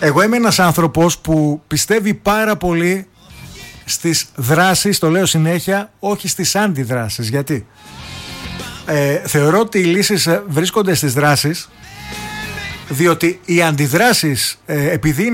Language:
Greek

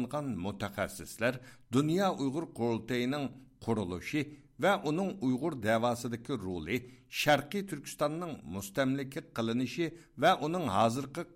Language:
Uyghur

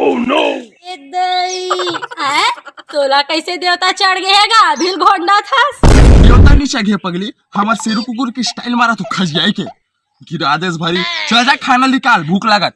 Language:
Chhattisgarhi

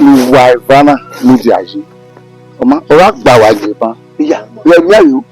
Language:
Bini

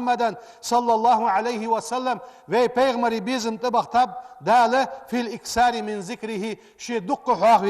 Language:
Ingush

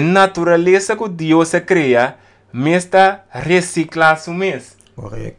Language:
Papiamento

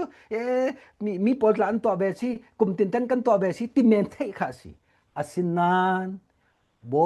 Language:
Falam Chin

